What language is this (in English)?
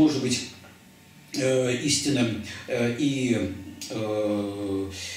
Russian